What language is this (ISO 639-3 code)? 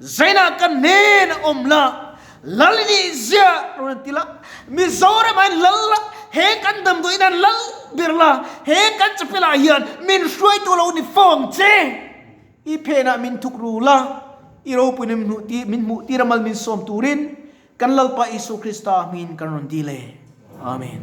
lus